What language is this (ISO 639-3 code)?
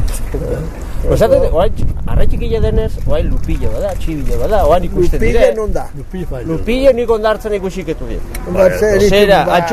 eus